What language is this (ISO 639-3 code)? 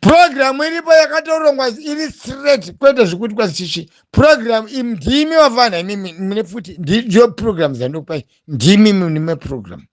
sna